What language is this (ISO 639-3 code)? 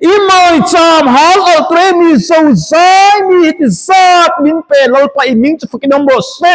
lus